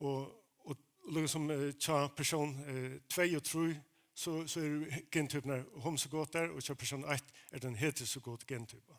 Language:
Faroese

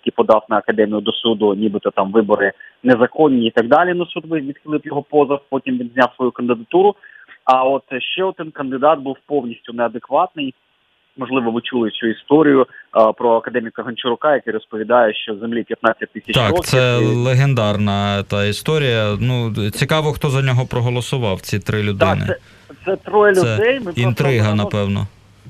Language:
Ukrainian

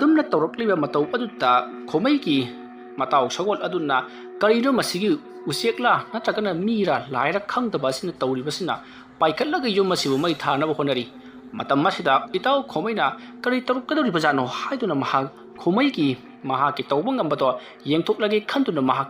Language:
Manipuri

